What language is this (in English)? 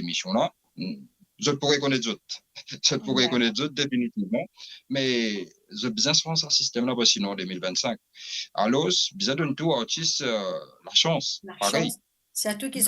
Morisyen